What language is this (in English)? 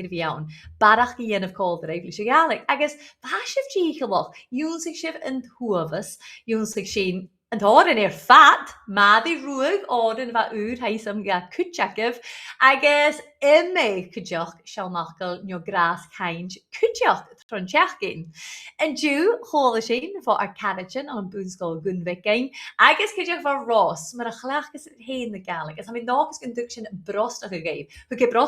Scottish Gaelic